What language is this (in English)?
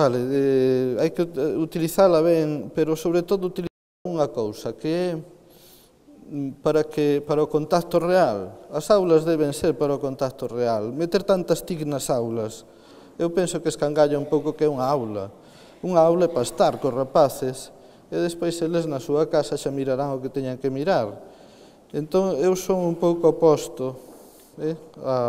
Galician